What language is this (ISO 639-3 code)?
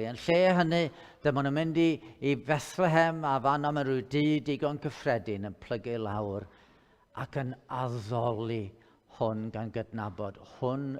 cym